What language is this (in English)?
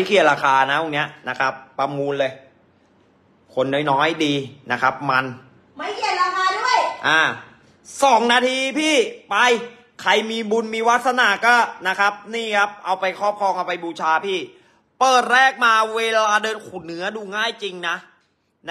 Thai